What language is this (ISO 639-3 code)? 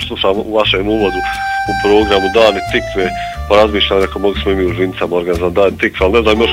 bos